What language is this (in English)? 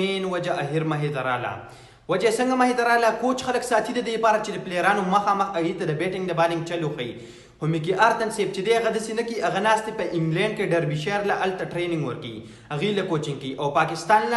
Pashto